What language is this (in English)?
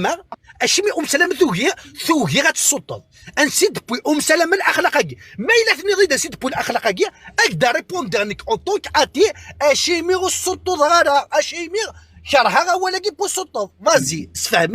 Kabyle